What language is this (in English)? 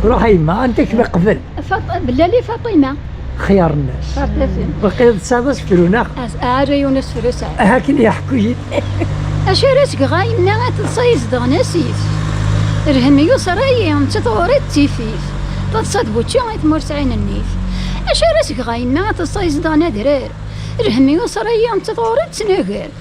Kabyle